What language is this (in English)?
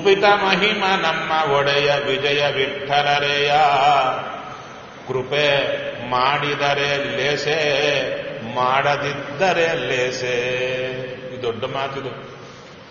Kannada